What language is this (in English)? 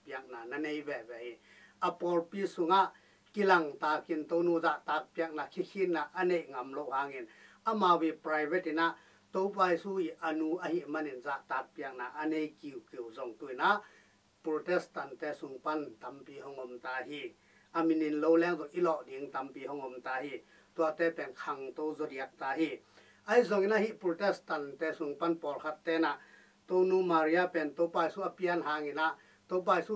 Tedim Chin